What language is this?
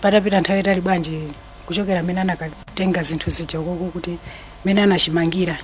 Nyanja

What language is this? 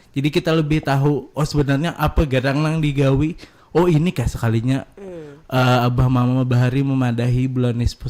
Banjar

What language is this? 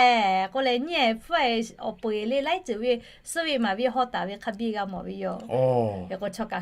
Lahu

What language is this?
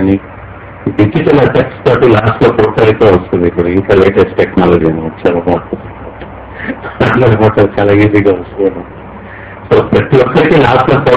Telugu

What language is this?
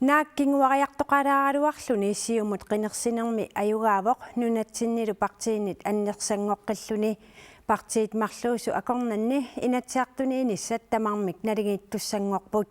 Kalaallisut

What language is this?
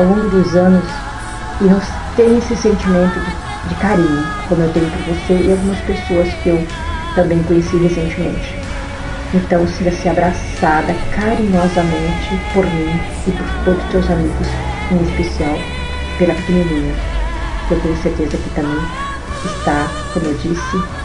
Portuguese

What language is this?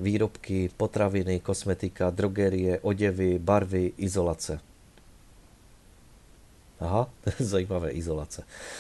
Czech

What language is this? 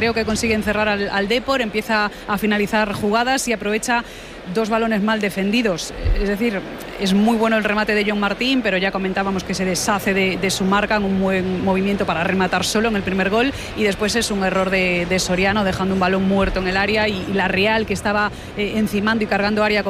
Spanish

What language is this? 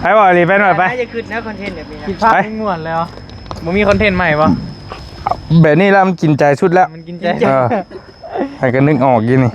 Northeastern Thai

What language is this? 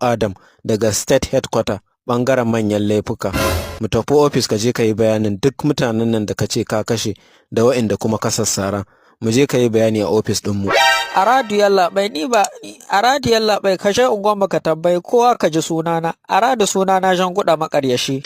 Hausa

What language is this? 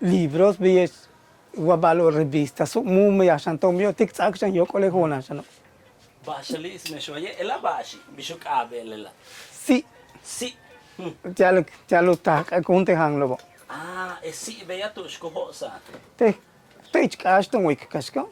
Yucateco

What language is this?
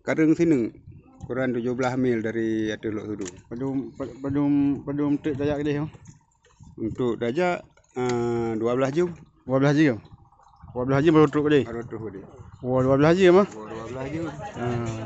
Achinese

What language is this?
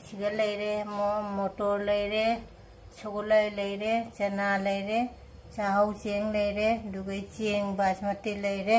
Manipuri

